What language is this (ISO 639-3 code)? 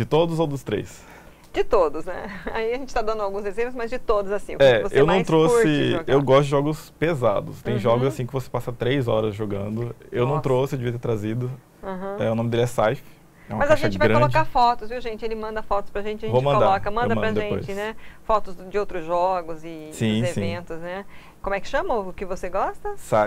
por